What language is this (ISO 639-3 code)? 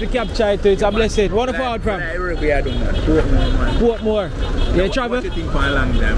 jam